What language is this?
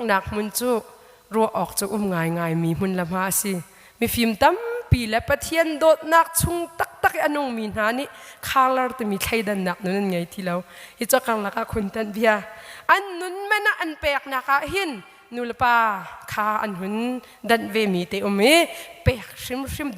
Hakha Chin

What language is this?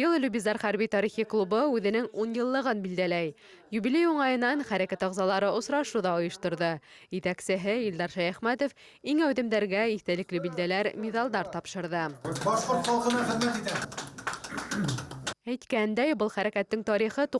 Bashkir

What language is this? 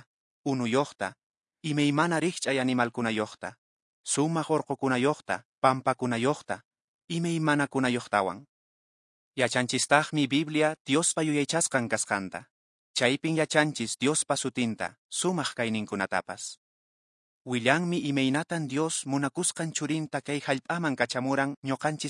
Quechua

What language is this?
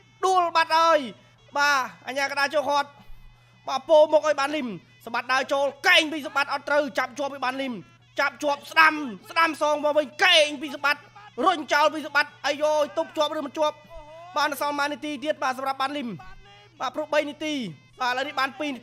Khmer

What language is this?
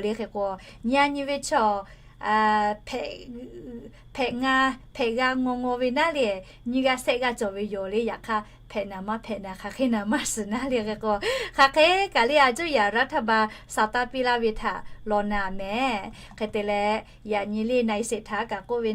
Lahu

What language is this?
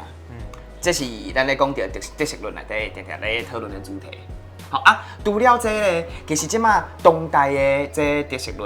Min Nan Chinese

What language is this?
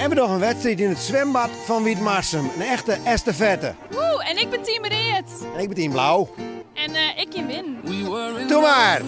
Western Frisian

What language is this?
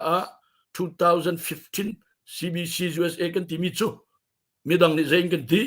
Hakha Chin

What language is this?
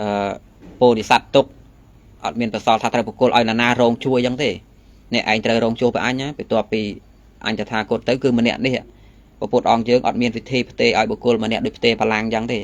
Khmer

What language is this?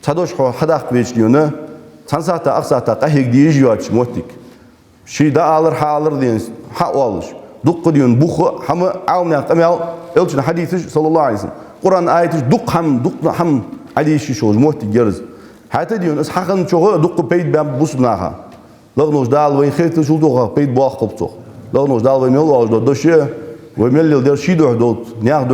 Ingush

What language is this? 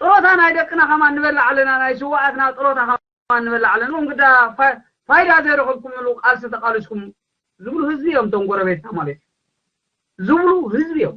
Tigrinya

